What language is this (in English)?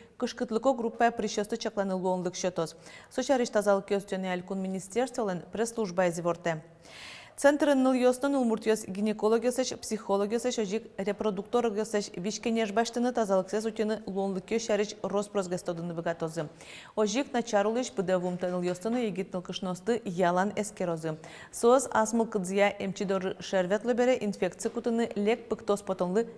Udmurt